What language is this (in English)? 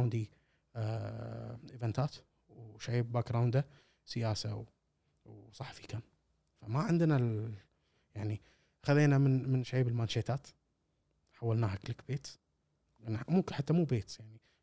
Gulf Arabic